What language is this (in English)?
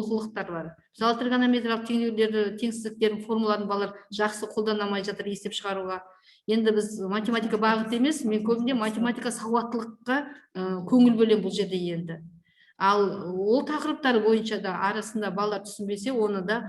Kazakh